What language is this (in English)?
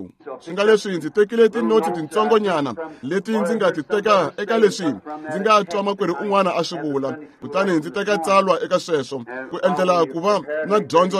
Tsonga